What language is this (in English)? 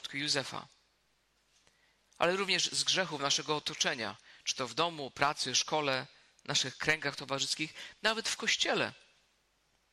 Polish